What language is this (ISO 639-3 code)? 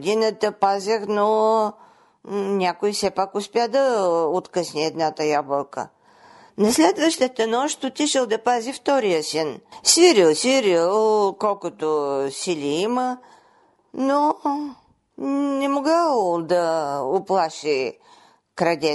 bul